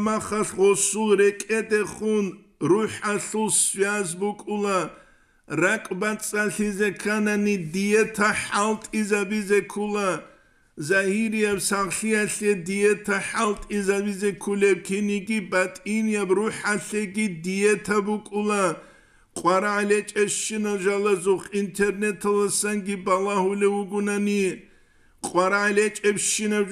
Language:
Avaric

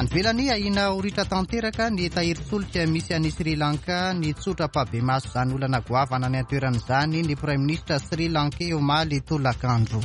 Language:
Malagasy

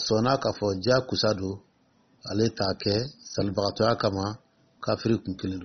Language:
Dyula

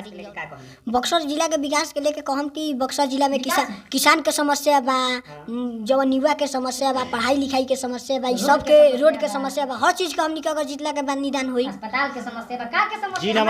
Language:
Bhojpuri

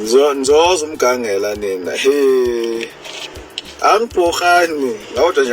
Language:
Zulu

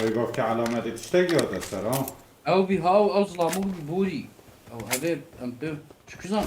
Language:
Kurdish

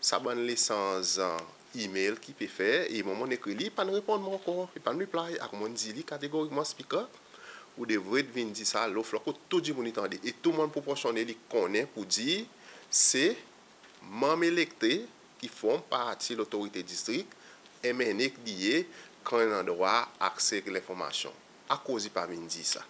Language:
Seselwa Creole French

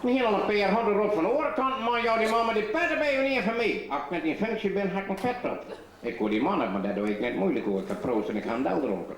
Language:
Western Frisian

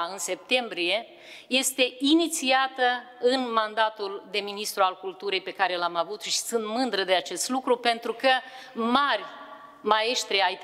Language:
Romanian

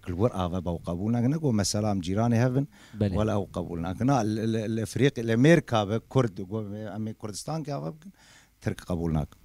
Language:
Kurdish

